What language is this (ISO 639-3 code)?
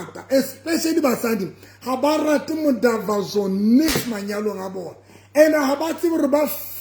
sot